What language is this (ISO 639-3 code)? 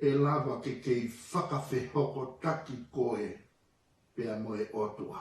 ton